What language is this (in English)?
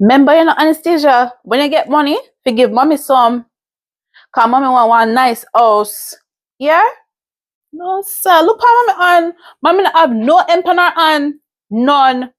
Jamaican Creole English